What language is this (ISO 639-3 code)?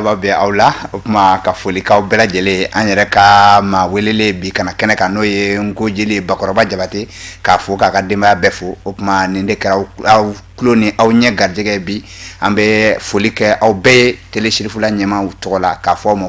bam